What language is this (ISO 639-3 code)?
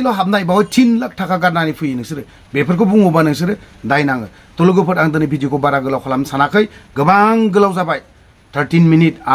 brx